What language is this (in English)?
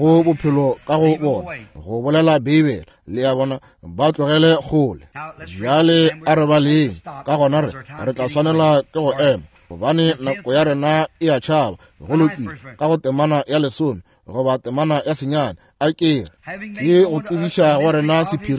Northern Sotho